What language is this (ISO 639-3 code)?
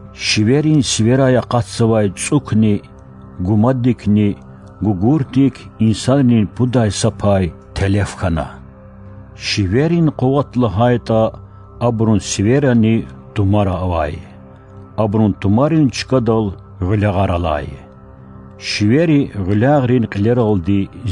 lez